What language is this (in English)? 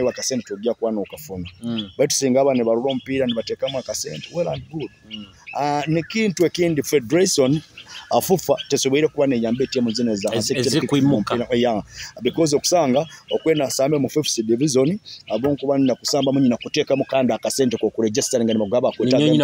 Nyoro